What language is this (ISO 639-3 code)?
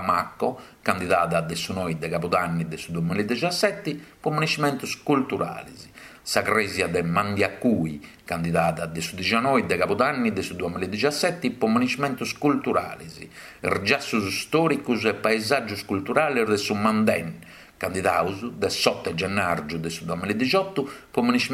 srd